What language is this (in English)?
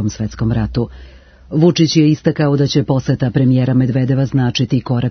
Serbian